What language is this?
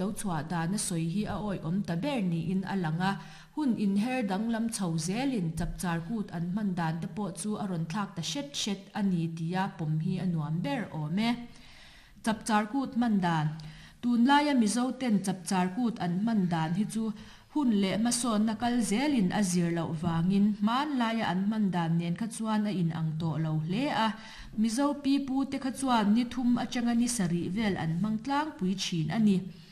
Mizo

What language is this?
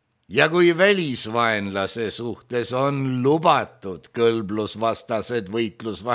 Estonian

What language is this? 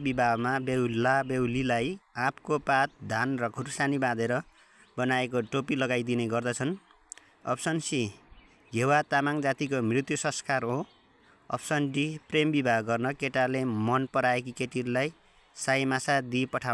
Nepali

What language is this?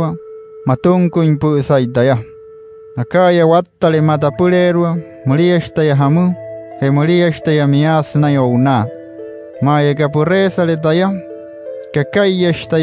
Wayuu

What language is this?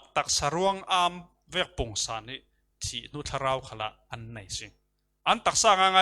Falam Chin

